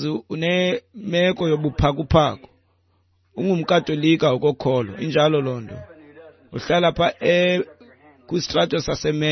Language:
Xhosa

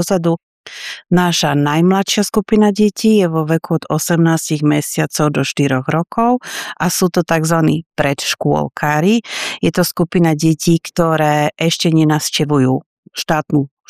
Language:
Slovak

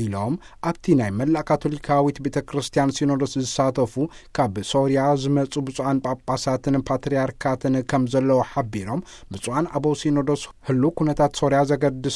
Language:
Tigrinya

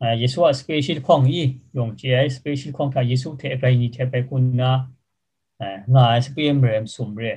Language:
Kachin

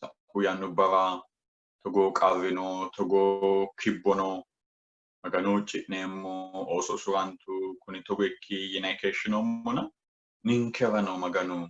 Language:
Sidamo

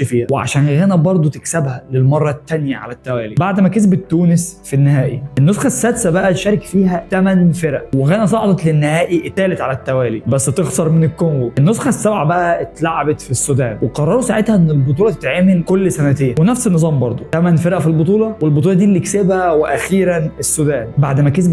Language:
Egyptian Arabic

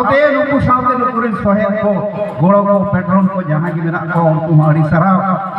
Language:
Santali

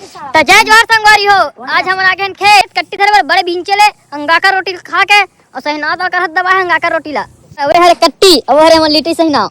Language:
Chhattisgarhi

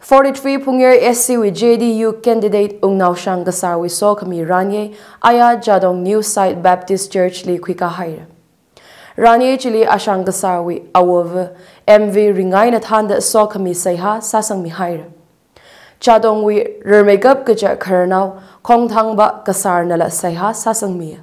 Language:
Tangkhul Naga (India)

